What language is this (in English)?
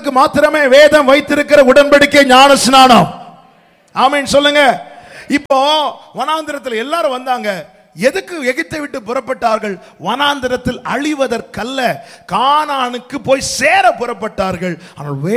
Tamil